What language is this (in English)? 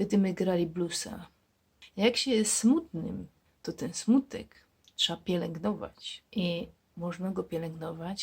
Silesian